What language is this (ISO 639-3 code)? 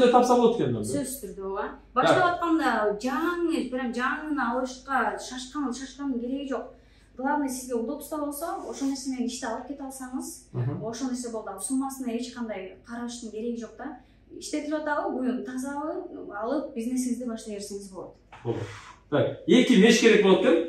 kir